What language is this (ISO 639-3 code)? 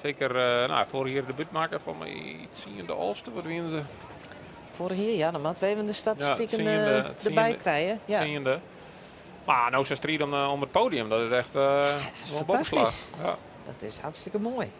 fry